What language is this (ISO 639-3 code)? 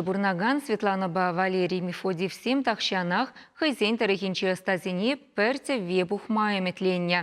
chv